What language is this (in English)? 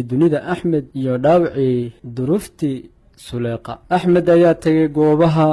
Somali